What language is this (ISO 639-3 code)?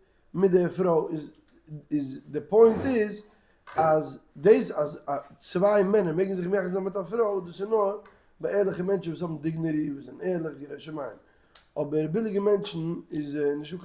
yid